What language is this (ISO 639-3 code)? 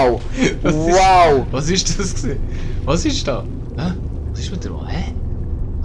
gsw